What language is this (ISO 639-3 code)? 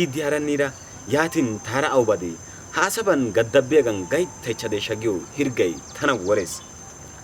wal